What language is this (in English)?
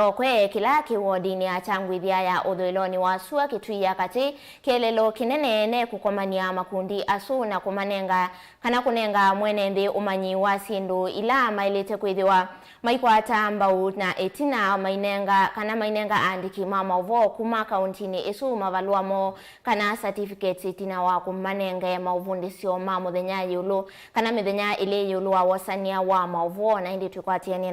Kamba